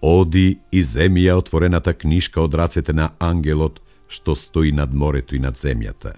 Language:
Macedonian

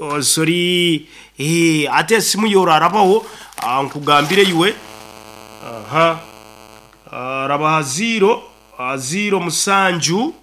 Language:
Nyoro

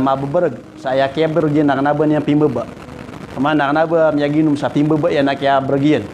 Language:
Maranao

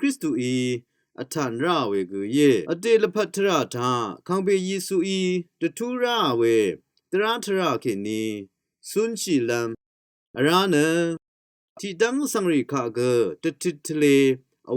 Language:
Rawang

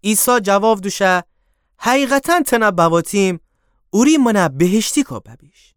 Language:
Gilaki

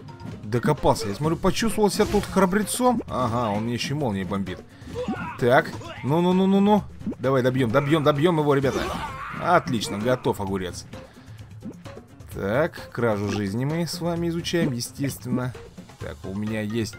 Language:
Russian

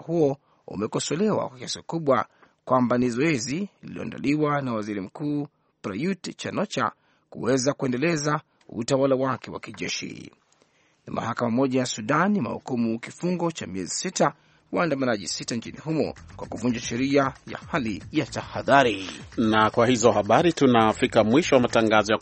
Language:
Swahili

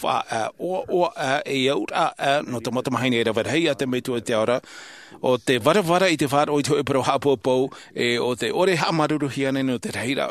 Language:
Tahitian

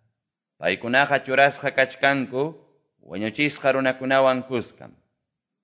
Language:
Quechua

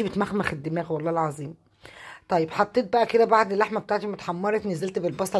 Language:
Egyptian Arabic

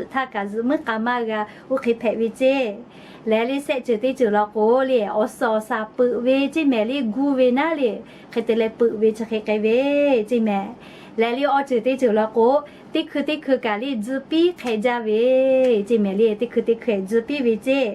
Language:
Lahu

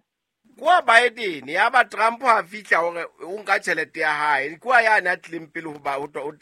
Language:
Southern Sotho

